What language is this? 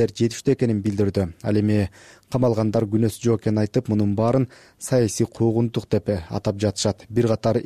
Kyrgyz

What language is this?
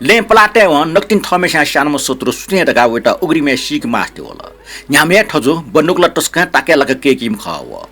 Newari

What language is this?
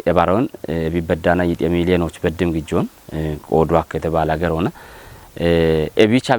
Kafa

